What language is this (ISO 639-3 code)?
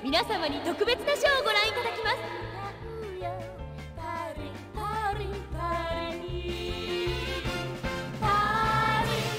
jpn